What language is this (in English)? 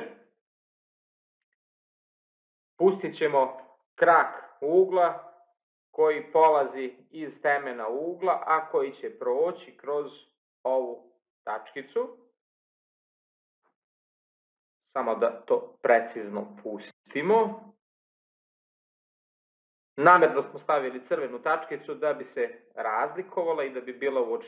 Serbian